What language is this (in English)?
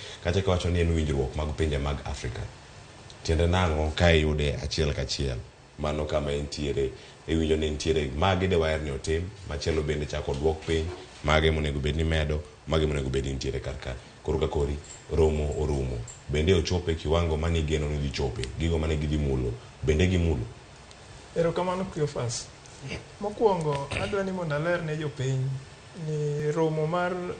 Luo (Kenya and Tanzania)